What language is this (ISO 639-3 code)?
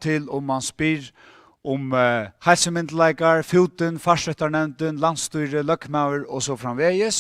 fao